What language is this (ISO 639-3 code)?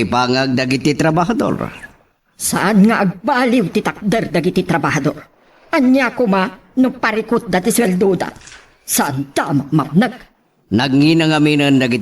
ilo